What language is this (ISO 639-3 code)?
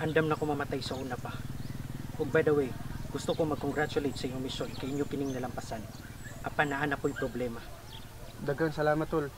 ceb